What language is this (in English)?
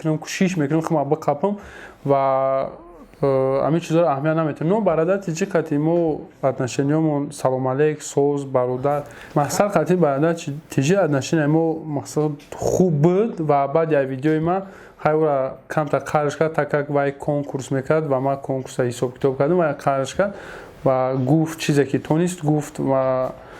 Tajik